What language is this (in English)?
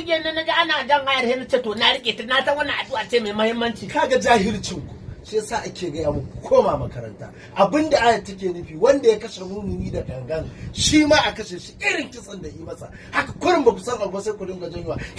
Hausa